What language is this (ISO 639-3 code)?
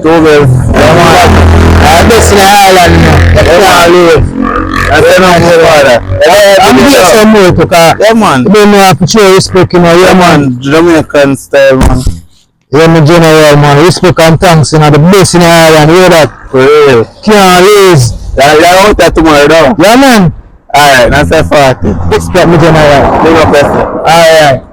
jam